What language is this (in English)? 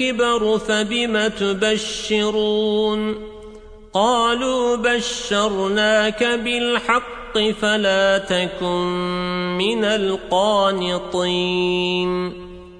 Arabic